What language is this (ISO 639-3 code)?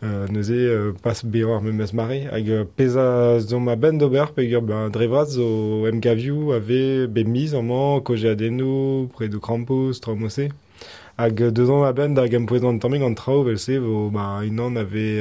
bre